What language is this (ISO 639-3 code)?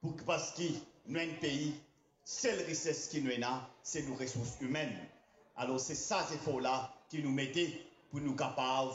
mfe